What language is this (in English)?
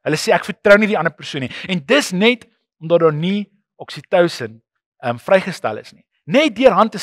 Afrikaans